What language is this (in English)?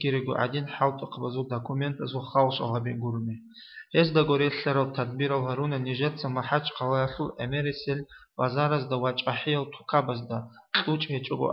Avaric